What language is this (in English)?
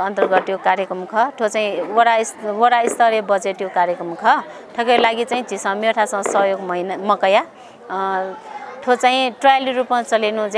Newari